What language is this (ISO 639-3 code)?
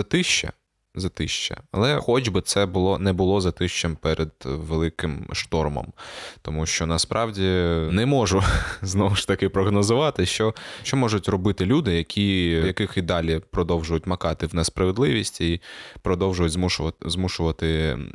ukr